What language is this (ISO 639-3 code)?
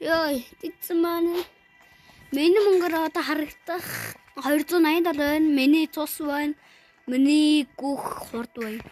mon